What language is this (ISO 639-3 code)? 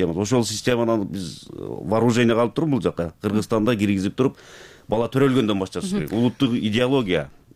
kir